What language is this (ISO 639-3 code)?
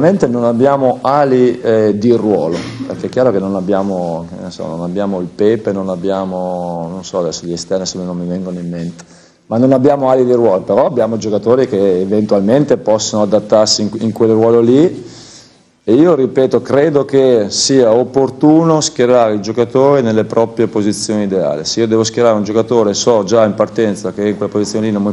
ita